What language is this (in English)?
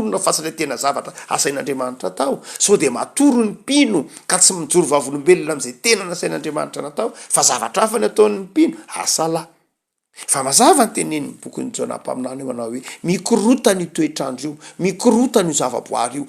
Malagasy